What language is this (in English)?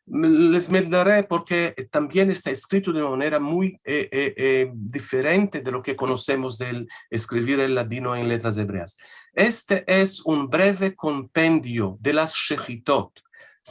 Ladino